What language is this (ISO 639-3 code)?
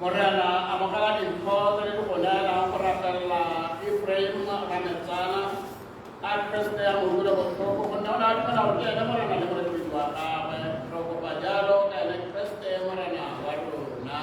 tsn